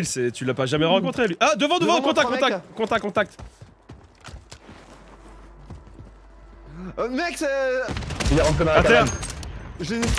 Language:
French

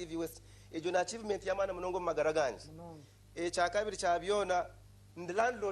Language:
Nyankole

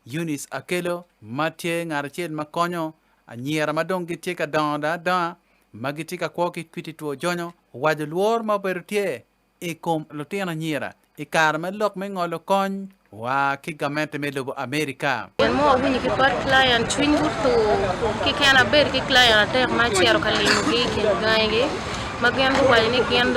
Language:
Acoli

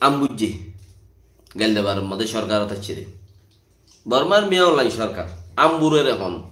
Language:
Rohingya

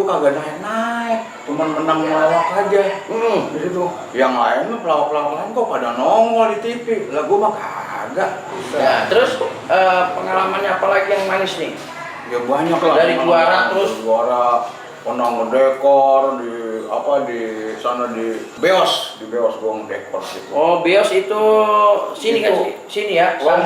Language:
Betawi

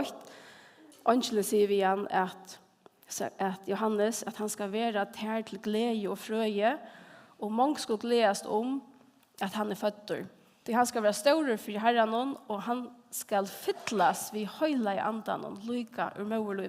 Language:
Faroese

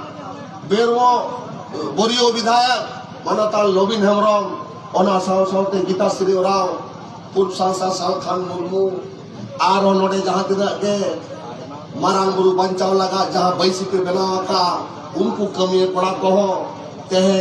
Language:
Santali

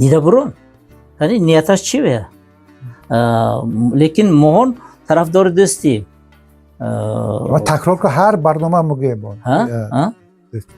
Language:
Tajik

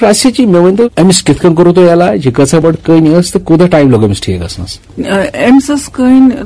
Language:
Kashmiri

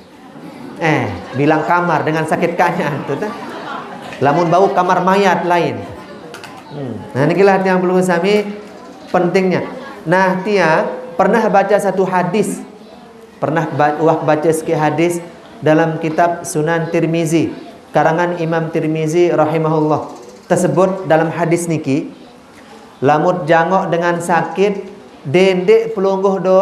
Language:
Sasak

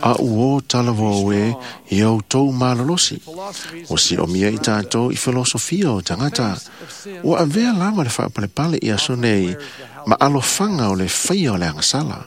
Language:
Samoan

